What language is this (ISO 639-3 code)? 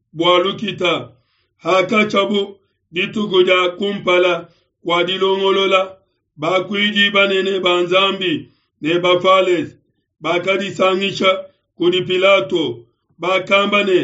lua